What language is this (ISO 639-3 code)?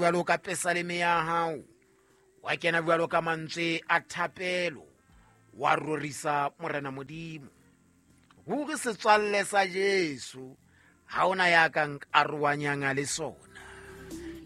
sot